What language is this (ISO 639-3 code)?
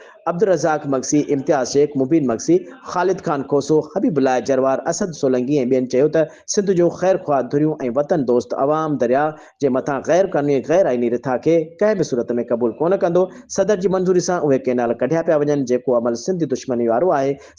snd